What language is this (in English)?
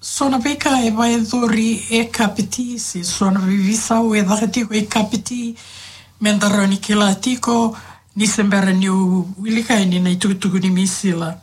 Fijian